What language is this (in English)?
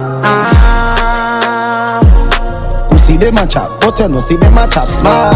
Jamaican Creole English